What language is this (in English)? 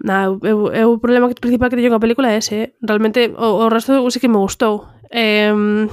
Galician